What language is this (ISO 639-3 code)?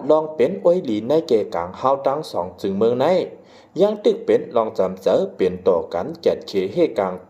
shn